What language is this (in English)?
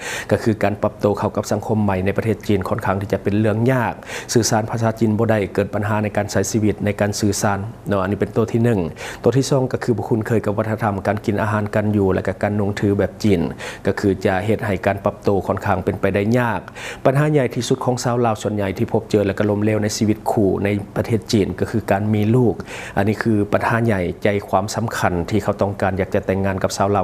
Lao